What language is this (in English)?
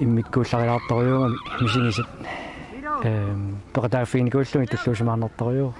Kalaallisut